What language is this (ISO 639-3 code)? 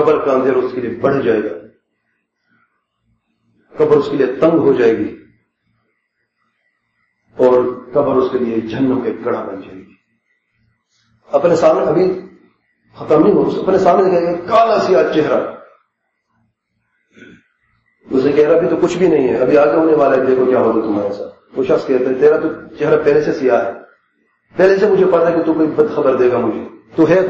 urd